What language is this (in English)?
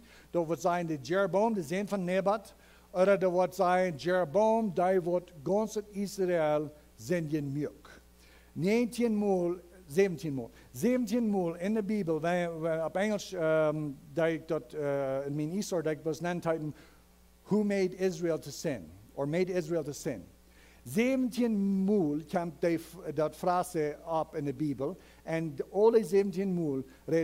Plautdietsch